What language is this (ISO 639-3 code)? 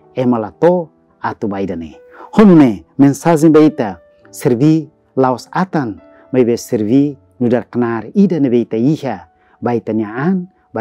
tet